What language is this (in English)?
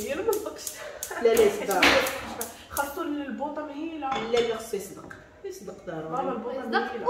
Moroccan Arabic